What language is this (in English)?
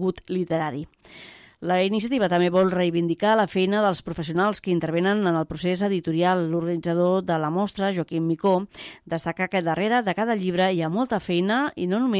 Catalan